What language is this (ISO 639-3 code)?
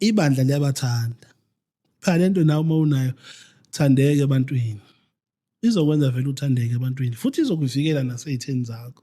zul